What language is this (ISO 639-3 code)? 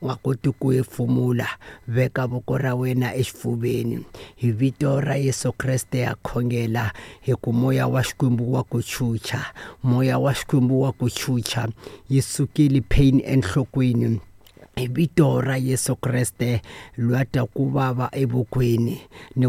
tso